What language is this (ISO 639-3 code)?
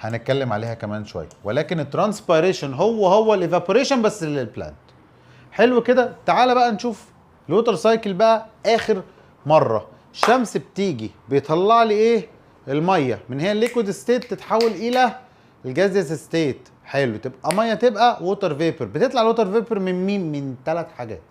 arz